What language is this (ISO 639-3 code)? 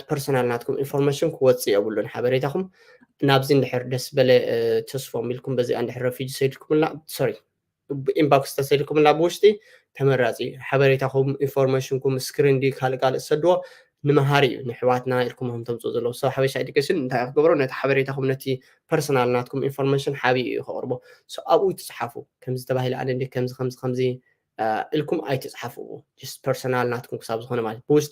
tir